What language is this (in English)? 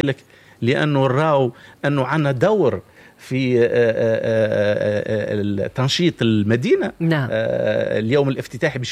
Tunisian Arabic